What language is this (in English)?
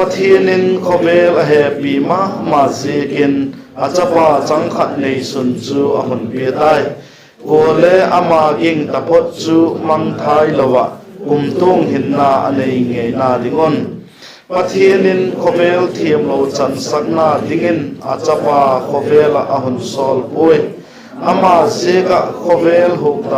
Vaiphei